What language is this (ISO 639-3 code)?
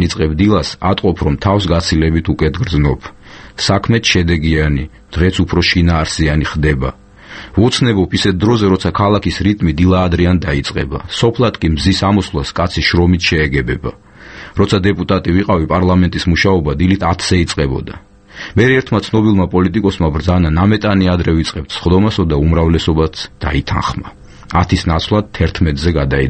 kat